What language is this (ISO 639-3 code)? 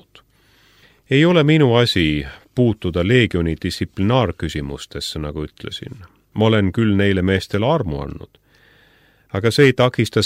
est